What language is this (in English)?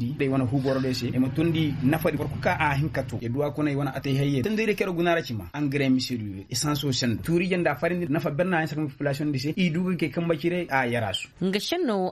Koyraboro Senni